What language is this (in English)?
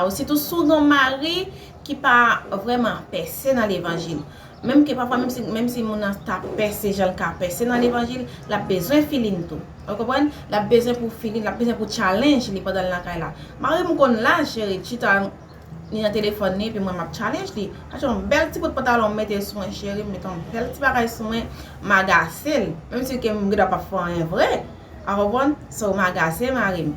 Haitian Creole